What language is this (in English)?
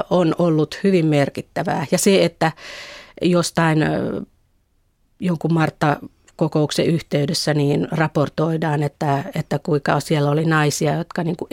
Finnish